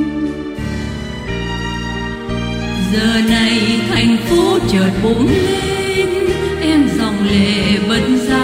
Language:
Vietnamese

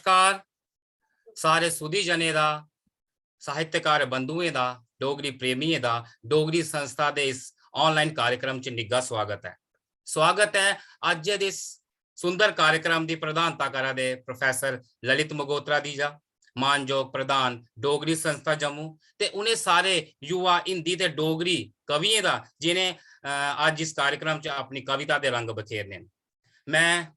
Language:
Dogri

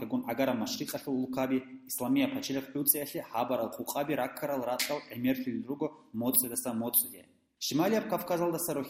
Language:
Avaric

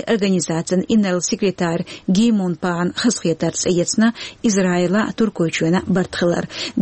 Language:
Chechen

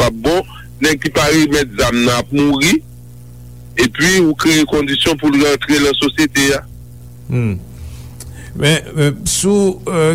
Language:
Haitian Creole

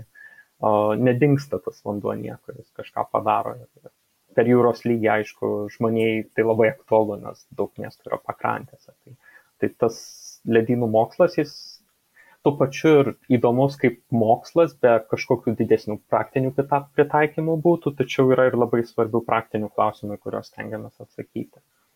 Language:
Lithuanian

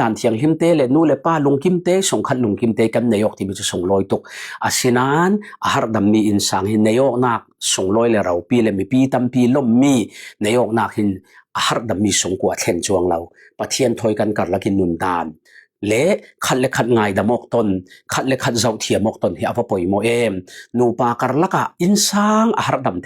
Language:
Falam Chin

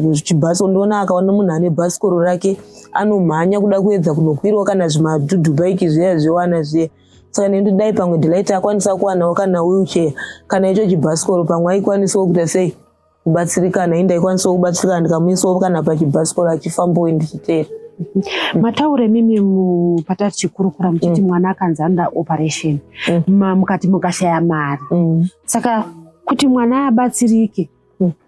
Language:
Shona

